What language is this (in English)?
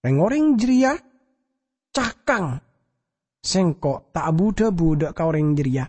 Madurese